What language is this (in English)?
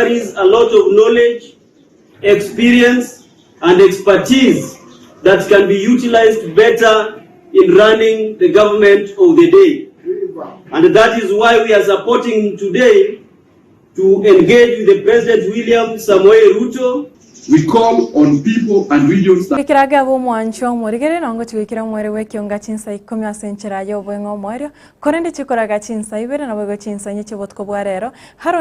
Gusii